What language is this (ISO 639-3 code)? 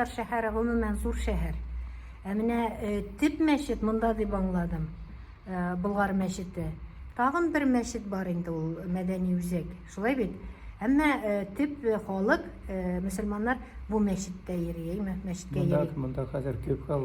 tat